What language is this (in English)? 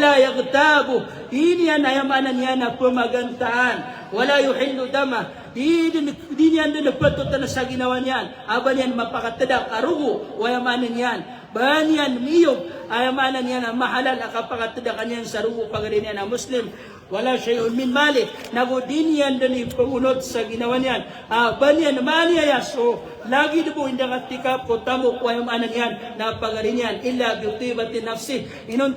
Maranao